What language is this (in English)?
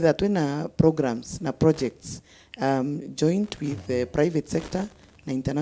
Meru